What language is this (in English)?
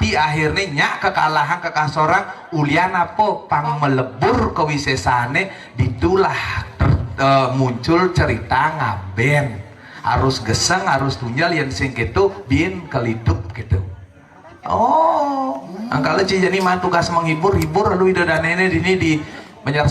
Balinese